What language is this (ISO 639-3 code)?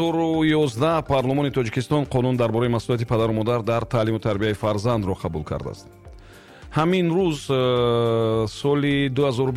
tgk